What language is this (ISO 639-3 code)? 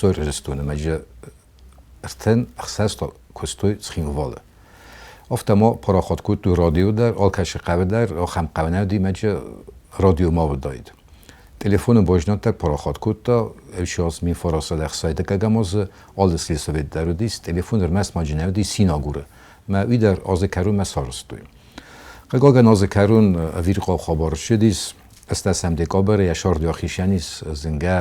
oss